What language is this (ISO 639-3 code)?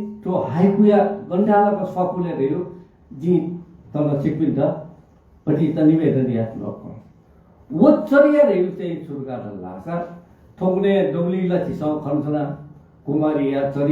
new